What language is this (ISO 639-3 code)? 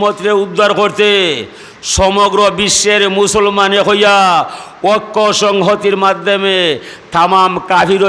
syl